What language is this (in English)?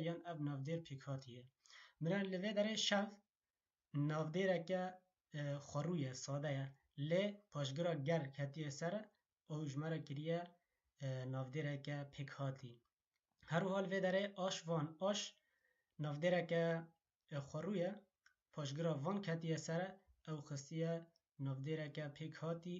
Kurdish